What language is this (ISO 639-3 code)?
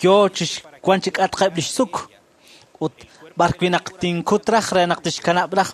kek